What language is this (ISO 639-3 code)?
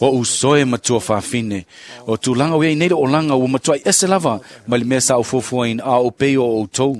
smo